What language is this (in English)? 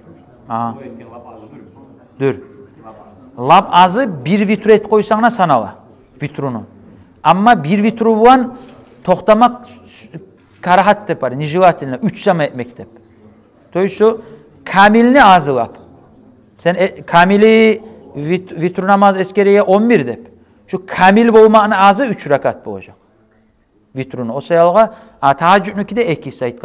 Kumyk